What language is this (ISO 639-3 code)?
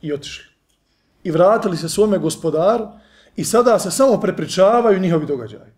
bos